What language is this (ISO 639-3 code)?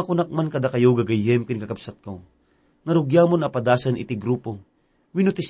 ilo